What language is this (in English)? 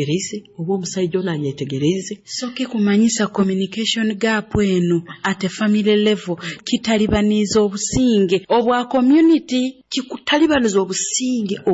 Nyoro